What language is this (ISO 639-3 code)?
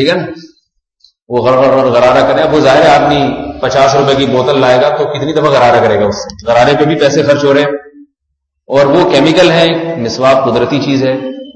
urd